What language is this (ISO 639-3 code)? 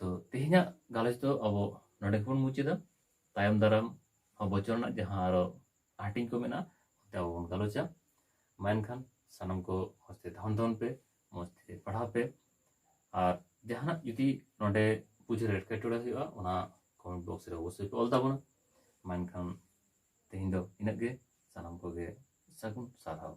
sat